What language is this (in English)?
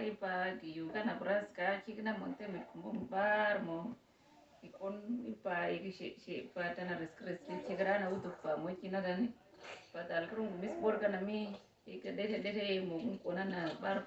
Uduk